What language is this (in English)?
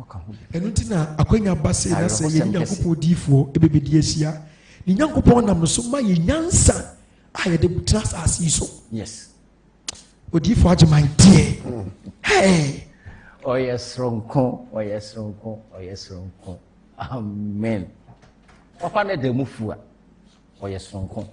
Akan